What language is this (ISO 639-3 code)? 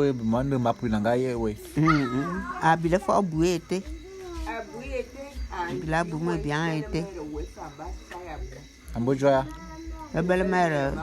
bum